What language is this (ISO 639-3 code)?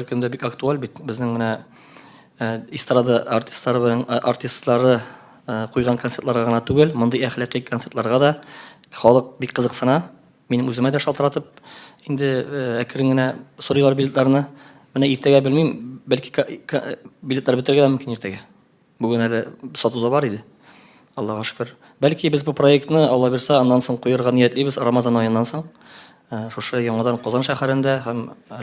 tat